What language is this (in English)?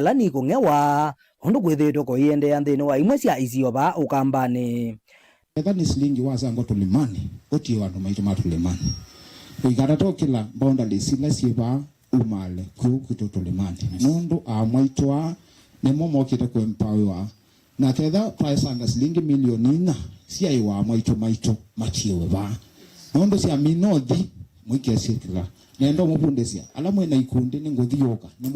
Kamba